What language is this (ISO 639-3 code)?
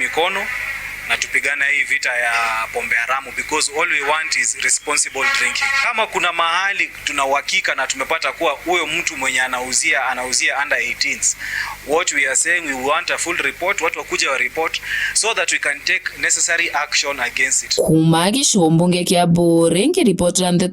mer